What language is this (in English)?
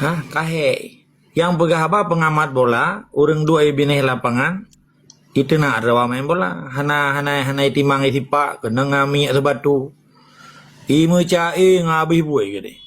Achinese